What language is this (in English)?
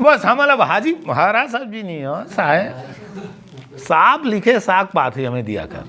Chhattisgarhi